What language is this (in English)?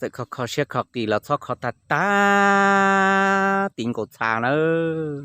Hmong